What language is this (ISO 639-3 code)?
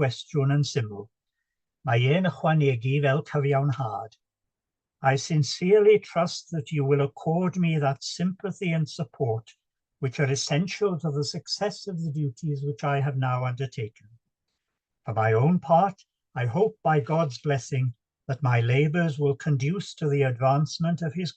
cym